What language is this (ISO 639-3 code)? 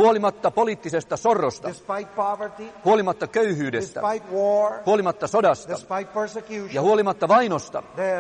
fin